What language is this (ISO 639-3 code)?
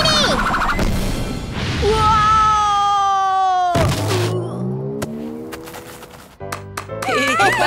ind